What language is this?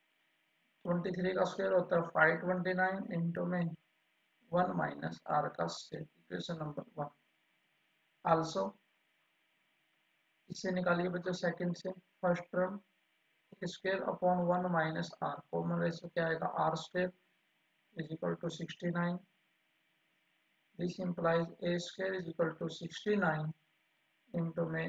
Hindi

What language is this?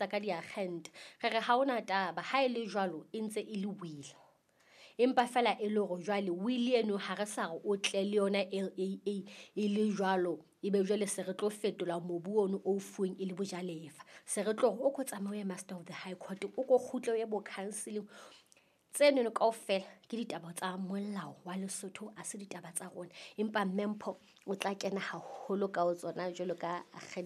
Southern Sotho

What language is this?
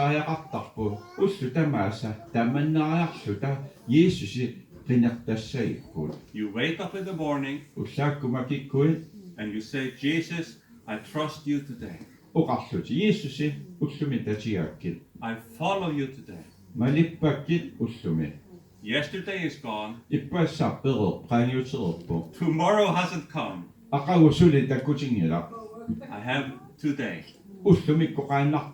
Kalaallisut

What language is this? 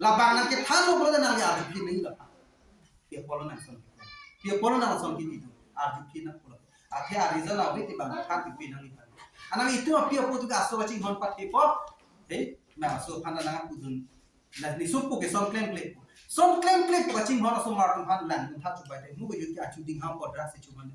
Karbi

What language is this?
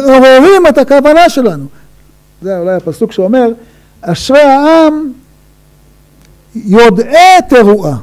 Hebrew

